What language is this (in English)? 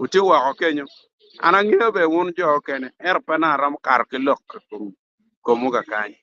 Acoli